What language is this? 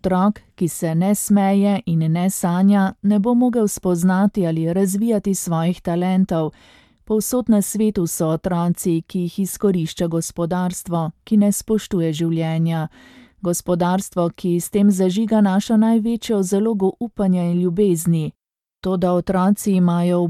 Slovenian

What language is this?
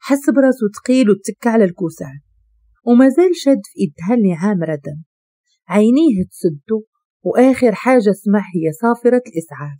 Moroccan Arabic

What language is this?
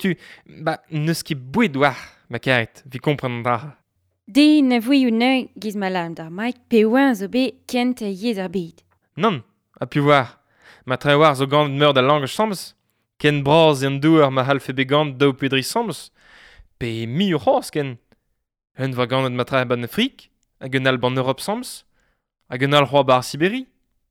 Breton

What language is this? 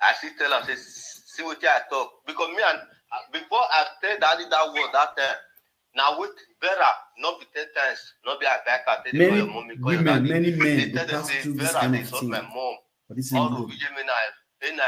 Nigerian Pidgin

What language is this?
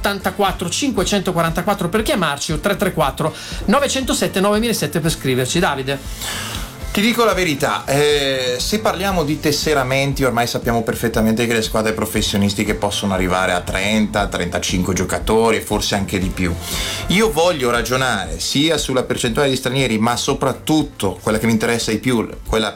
Italian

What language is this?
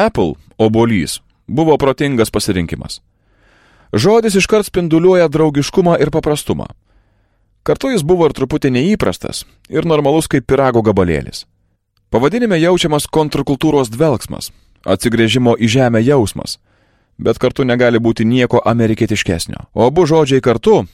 Lithuanian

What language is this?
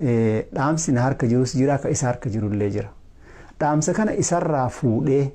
Oromo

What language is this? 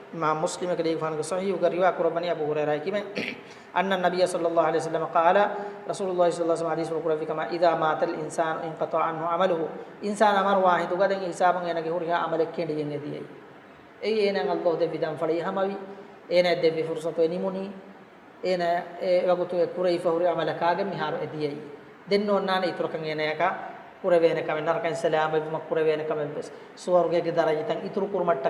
Divehi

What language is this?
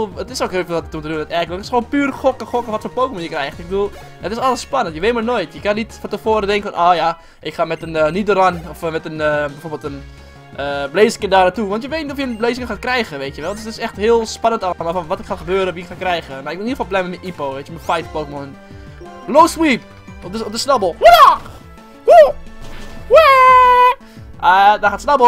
Dutch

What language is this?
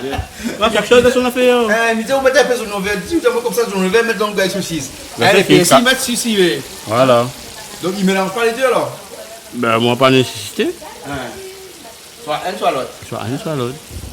Réunion Creole French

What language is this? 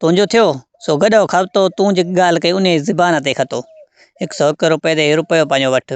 Sindhi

